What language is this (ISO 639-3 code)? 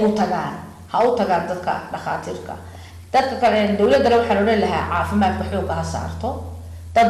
som